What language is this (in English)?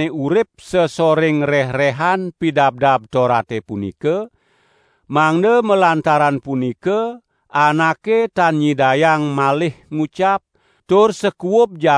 Balinese